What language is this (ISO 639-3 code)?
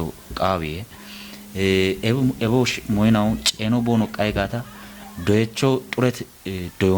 kbr